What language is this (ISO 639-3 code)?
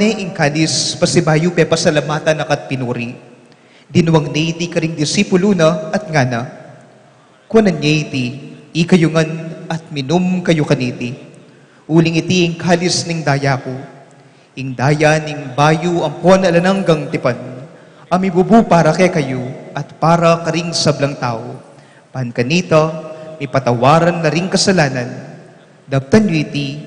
pam